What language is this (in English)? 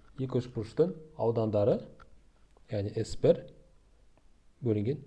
Kazakh